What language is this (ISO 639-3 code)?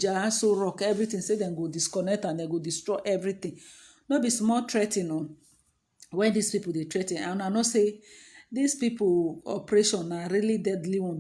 pcm